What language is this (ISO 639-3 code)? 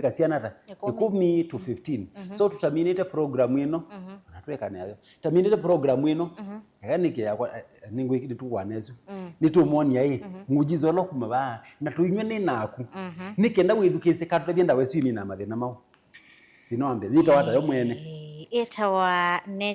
kam